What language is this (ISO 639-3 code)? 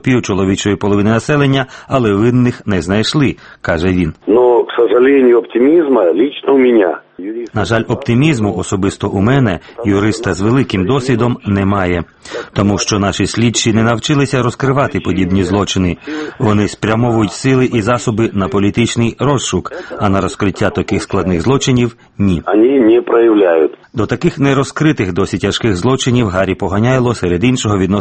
ukr